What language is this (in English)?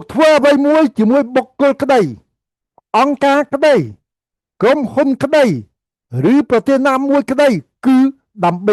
Khmer